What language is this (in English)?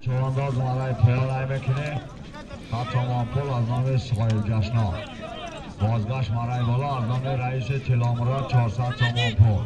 Tajik